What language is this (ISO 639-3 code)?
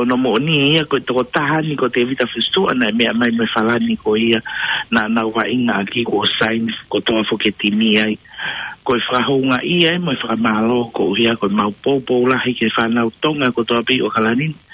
ton